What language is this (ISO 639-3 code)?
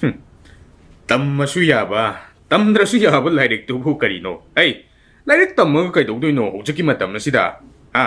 mni